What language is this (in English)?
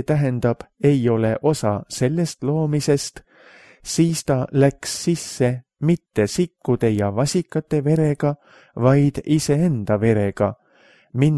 Estonian